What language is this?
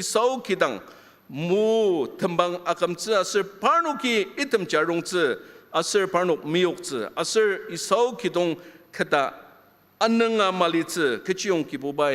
Ao Naga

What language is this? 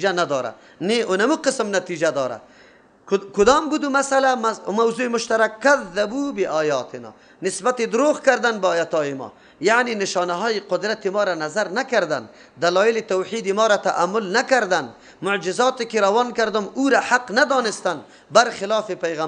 Persian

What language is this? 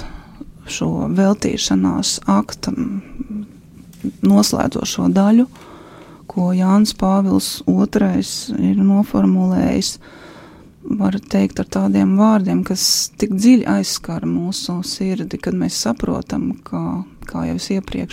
Latvian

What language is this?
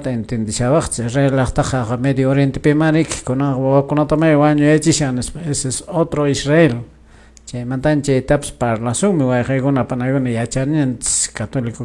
Quechua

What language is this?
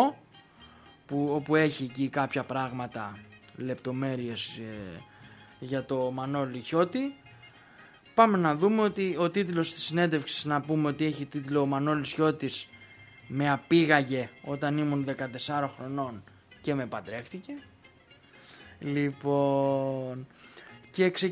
Greek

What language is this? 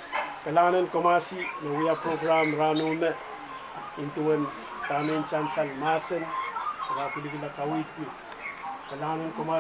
Pohnpeian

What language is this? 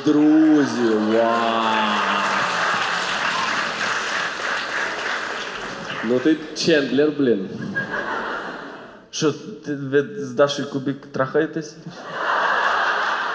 Ukrainian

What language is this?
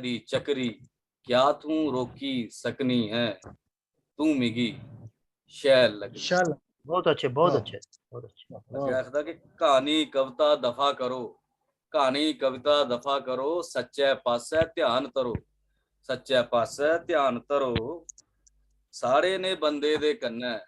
Dogri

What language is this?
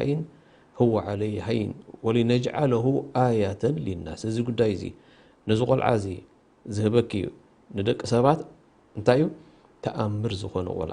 Tigrinya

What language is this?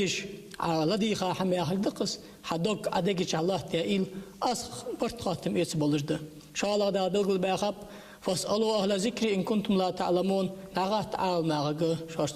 Ingush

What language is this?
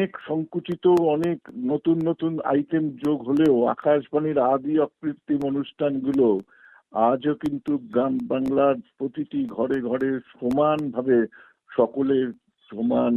Bangla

